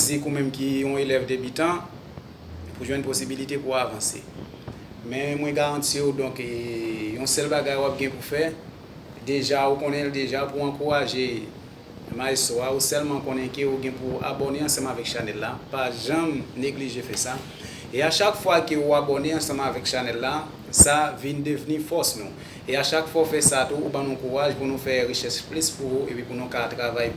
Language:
Haitian Creole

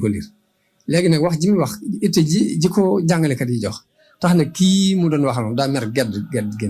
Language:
Wolof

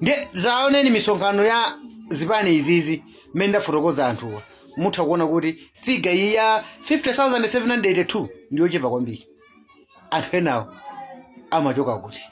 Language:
Nyanja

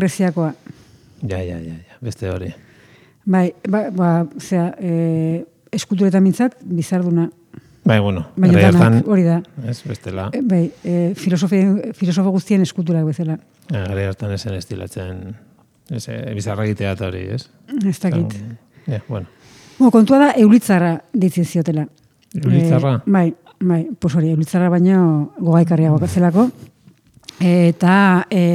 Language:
Basque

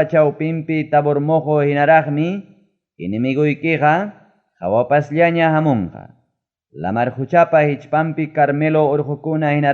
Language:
Ayacucho Quechua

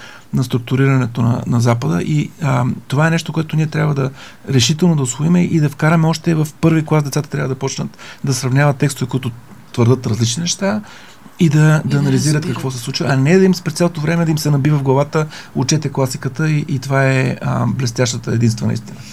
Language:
Bulgarian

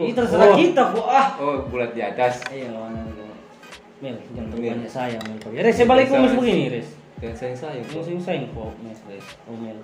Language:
Manado Malay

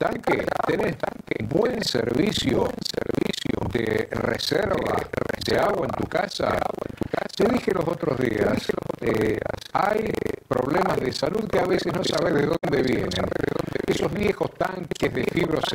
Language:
Spanish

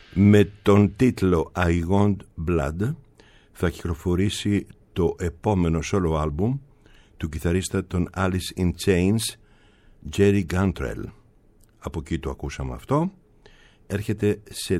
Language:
Greek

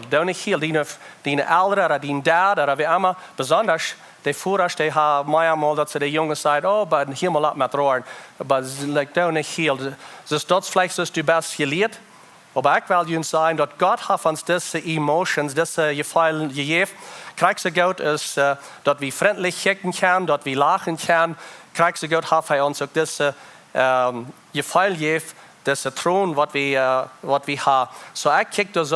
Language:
Plautdietsch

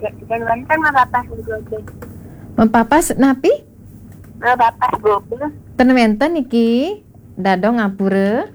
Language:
Balinese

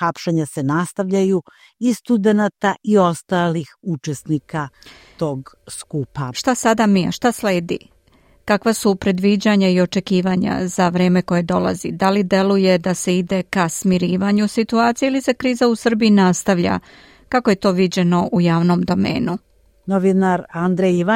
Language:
Serbian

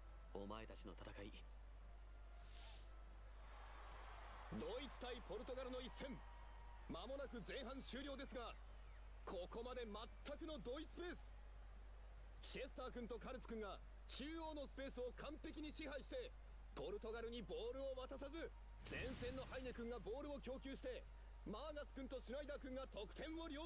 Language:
Japanese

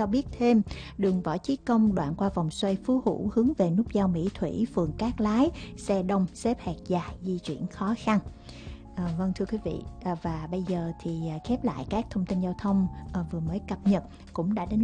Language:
Vietnamese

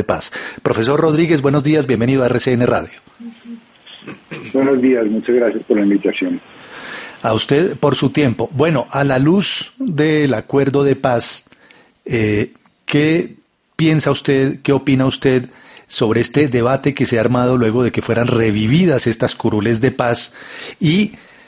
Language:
Spanish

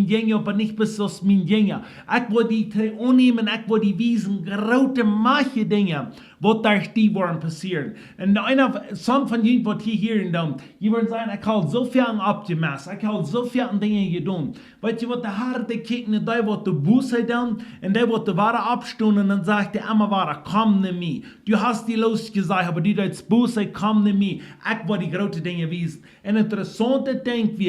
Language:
Plautdietsch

